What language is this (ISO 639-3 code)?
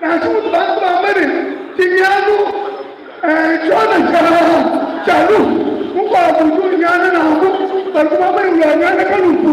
lua